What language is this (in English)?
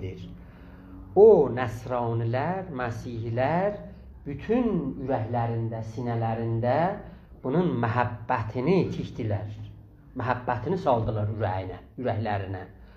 South Azerbaijani